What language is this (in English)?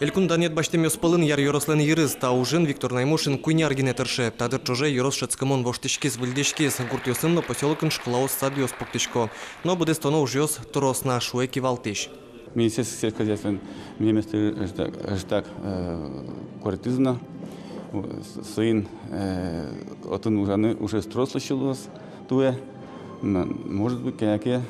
Udmurt